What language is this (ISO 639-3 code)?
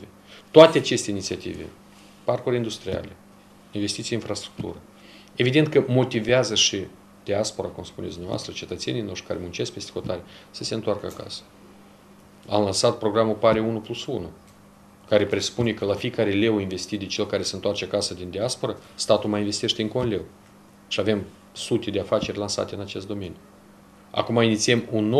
ron